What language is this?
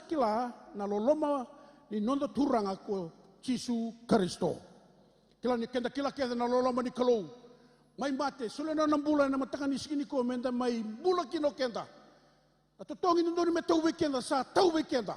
Fijian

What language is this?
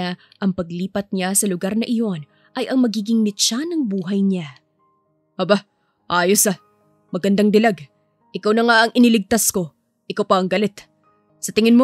Filipino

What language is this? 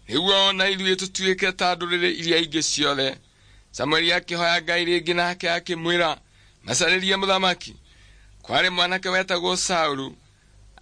Kikuyu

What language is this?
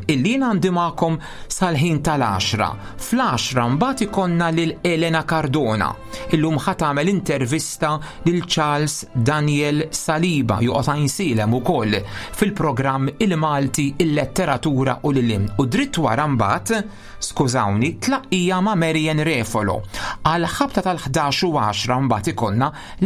Maltese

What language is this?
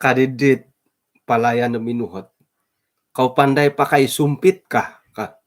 Central Dusun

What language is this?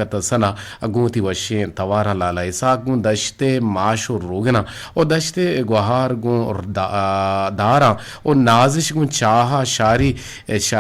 Eastern Balochi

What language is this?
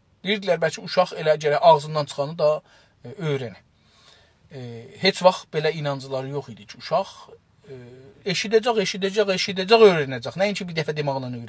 South Azerbaijani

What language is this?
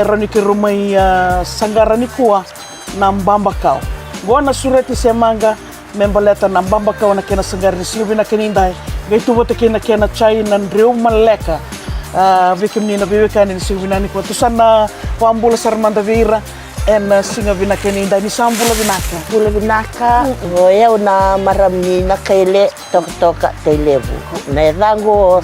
Fijian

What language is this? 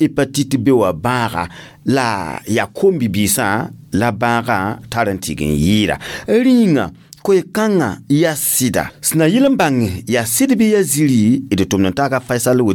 Mossi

